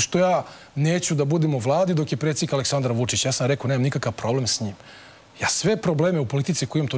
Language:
Serbian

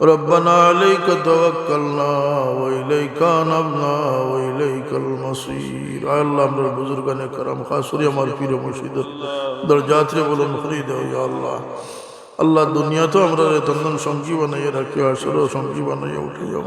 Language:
Sylheti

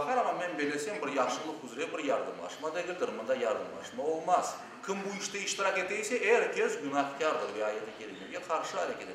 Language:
Crimean Tatar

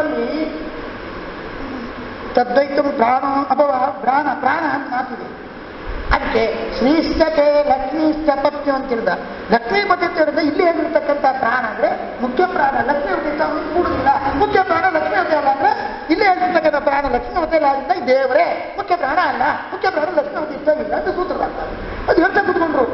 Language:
Kannada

